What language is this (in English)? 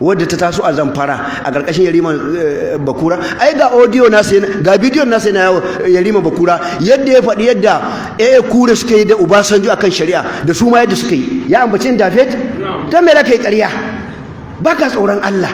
Hausa